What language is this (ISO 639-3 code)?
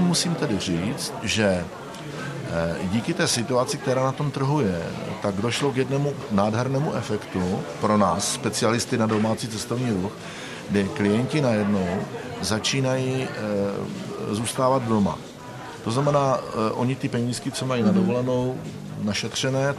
ces